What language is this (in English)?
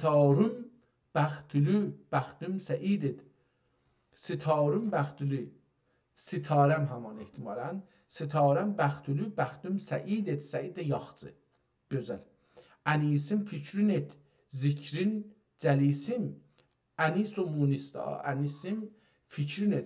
South Azerbaijani